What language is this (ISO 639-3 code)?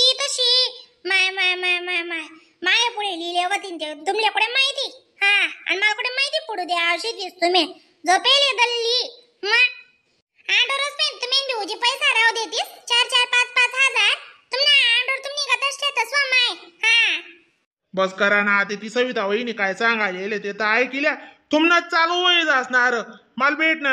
khn